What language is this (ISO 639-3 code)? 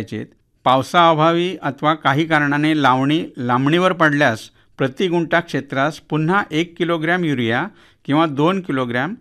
mar